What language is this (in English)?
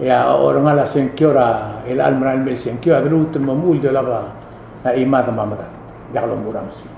Palauan